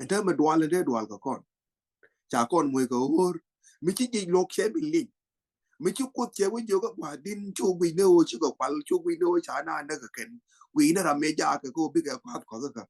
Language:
Nuer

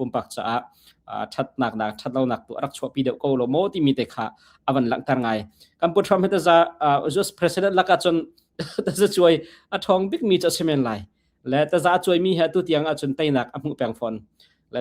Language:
Hakha Chin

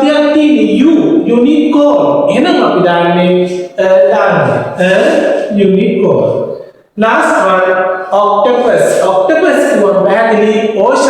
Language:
Sinhala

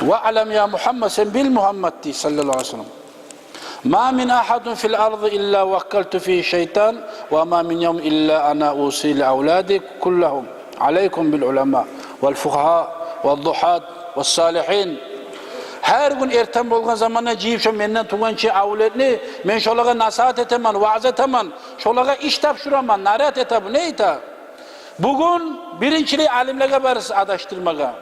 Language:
Kumyk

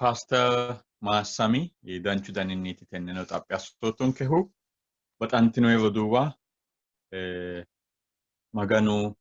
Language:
Sidamo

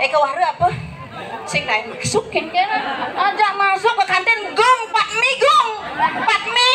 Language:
Balinese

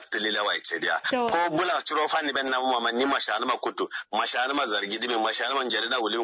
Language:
Kanuri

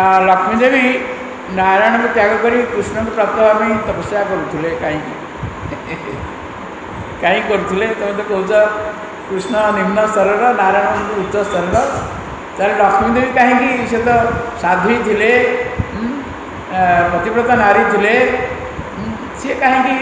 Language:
Odia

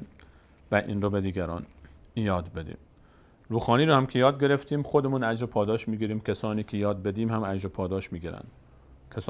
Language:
Persian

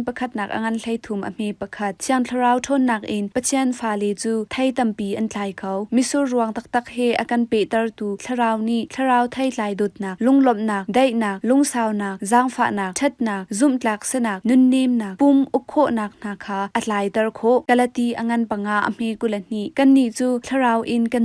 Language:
Hakha Chin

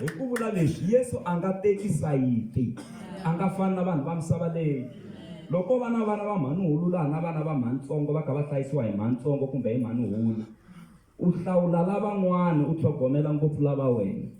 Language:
Tsonga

